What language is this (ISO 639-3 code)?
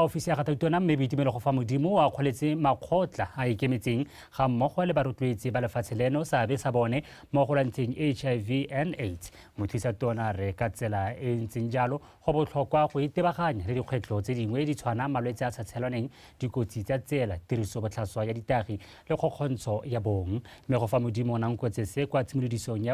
tsn